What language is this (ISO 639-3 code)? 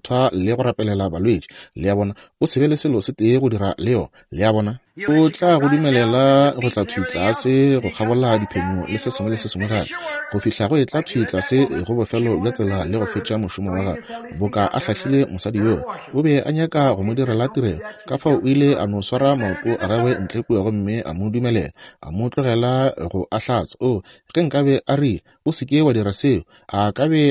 nso